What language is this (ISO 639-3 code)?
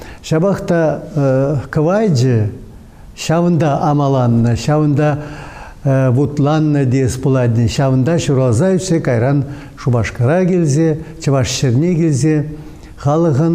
chv